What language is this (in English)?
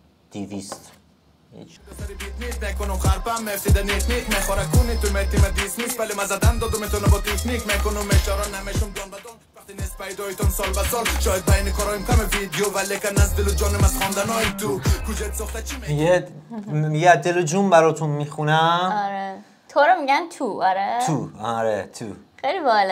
Persian